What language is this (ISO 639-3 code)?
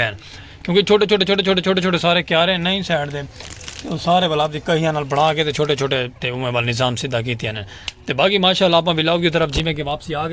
skr